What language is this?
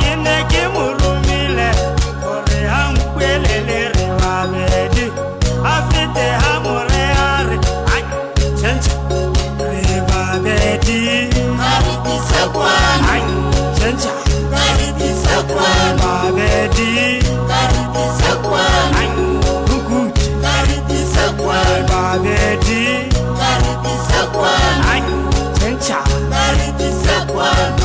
Northern Sotho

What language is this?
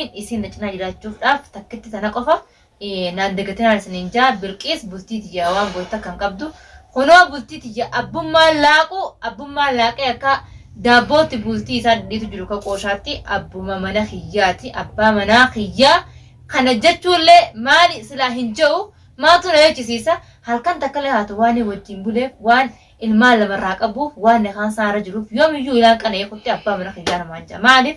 Oromo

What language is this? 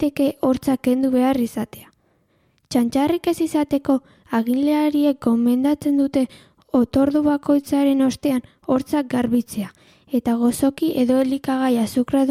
Basque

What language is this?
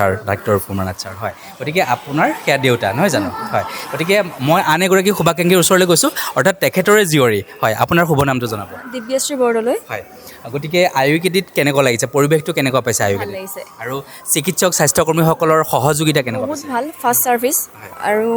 Assamese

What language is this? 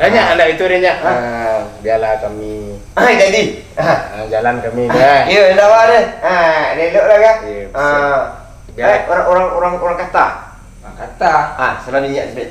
Minangkabau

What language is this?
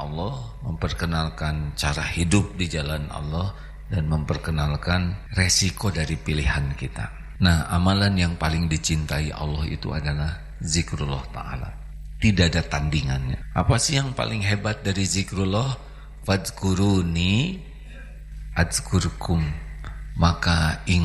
Indonesian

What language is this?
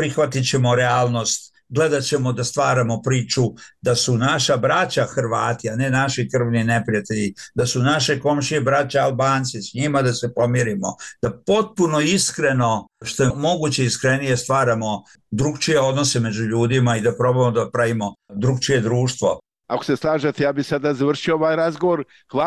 Serbian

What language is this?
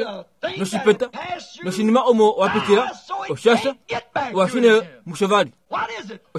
Kuanyama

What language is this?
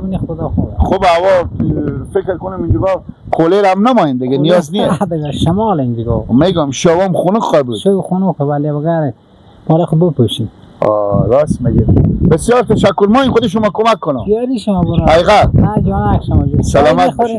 Persian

